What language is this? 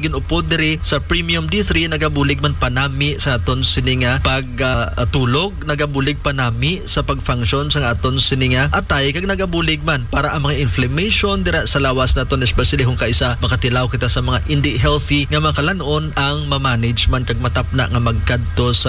Hiligaynon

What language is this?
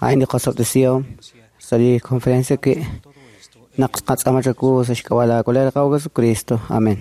Kekchí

